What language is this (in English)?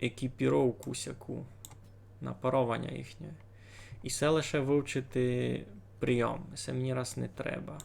Rusyn